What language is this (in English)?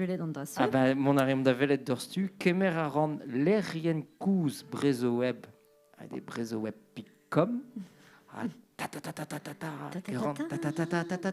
Breton